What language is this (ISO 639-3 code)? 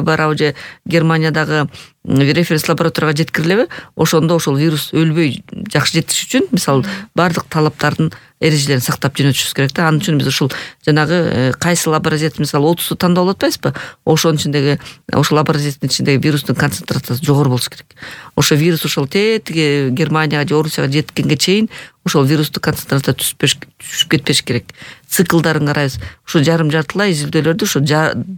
kir